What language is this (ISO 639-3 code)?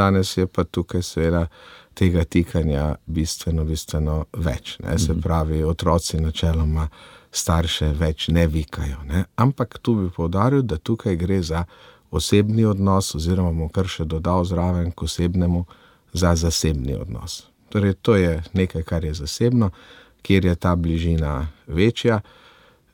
slv